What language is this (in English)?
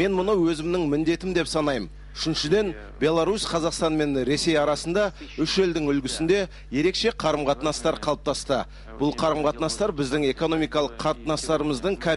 Kazakh